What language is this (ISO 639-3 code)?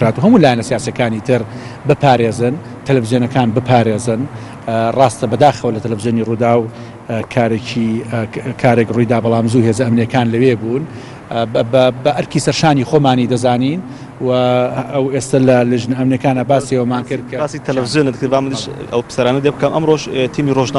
ckb